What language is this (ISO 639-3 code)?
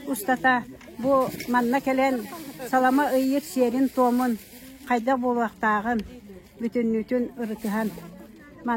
sah